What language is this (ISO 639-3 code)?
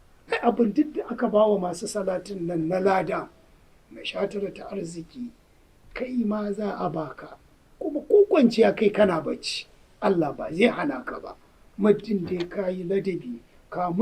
hau